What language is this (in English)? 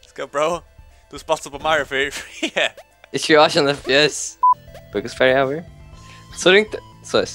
Faroese